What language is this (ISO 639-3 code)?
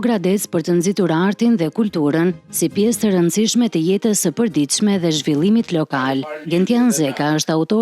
sqi